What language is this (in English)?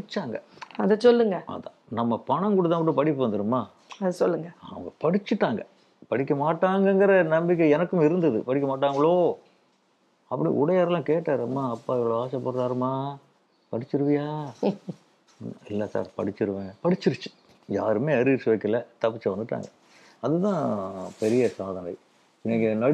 Tamil